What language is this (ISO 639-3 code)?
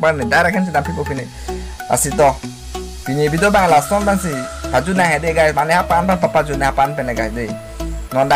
mjw